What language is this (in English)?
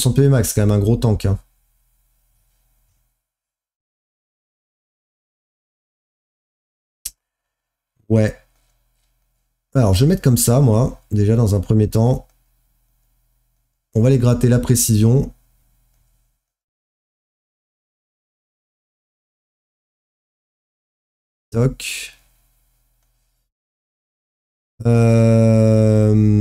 French